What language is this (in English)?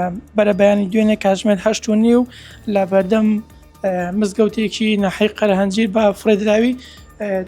Central Kurdish